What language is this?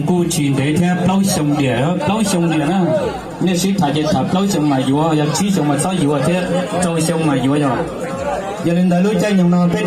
Hmong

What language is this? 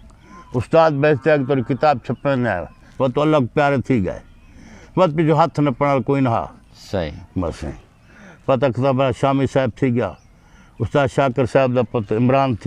Saraiki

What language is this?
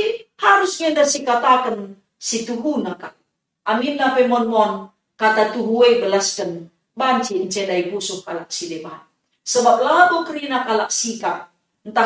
Batak Karo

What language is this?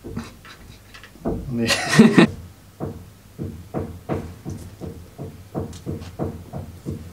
Finnish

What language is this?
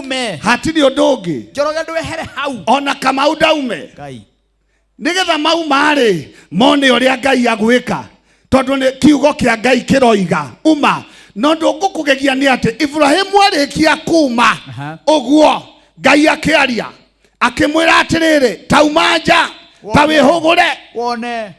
Kikuyu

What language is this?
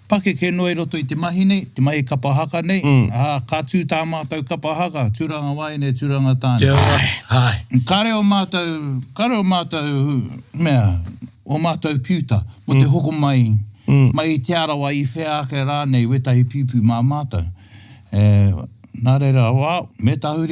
Māori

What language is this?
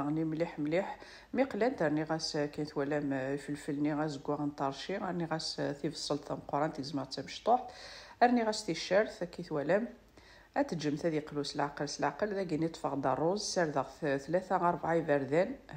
Kabyle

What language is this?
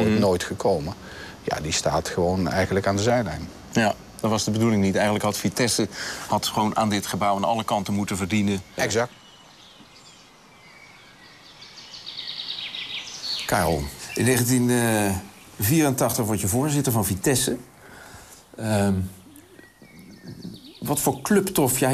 Dutch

